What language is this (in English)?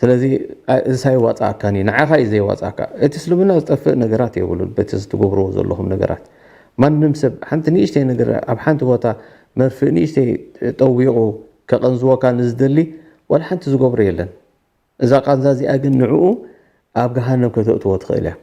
Tigrinya